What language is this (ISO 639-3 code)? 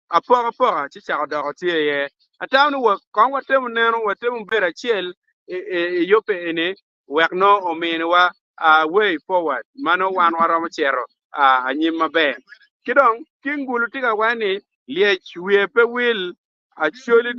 ach